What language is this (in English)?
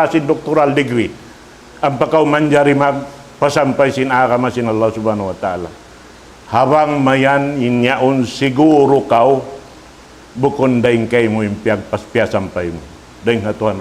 Tausug